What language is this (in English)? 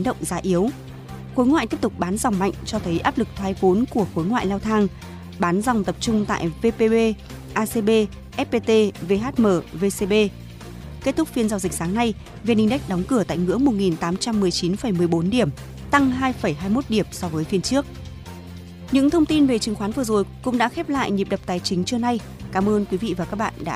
Vietnamese